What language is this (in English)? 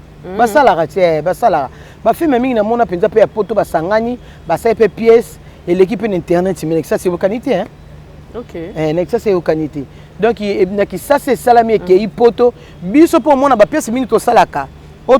Lingala